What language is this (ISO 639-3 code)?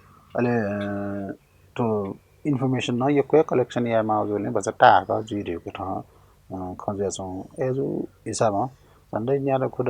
new